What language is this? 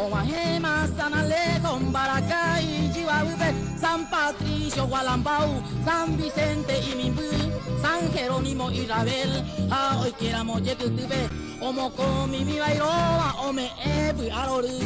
Guarani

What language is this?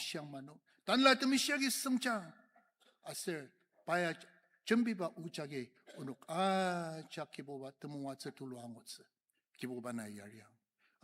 Ao Naga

